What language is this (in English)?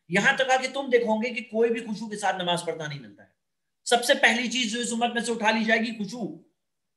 Urdu